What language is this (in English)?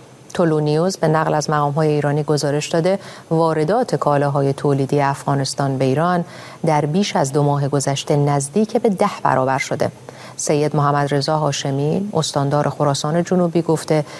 Persian